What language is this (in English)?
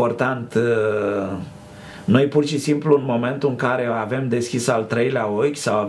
Romanian